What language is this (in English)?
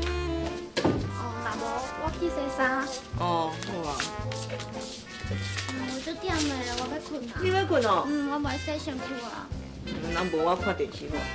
Min Nan Chinese